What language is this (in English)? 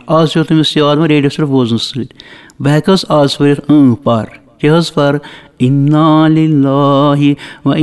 Kashmiri